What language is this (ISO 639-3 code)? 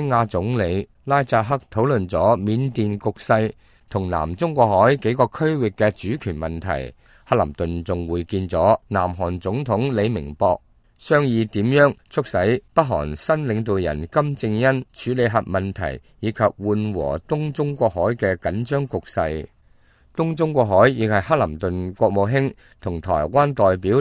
yue